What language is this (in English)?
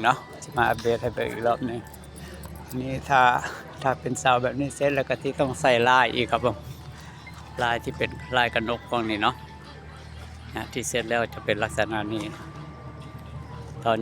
Lao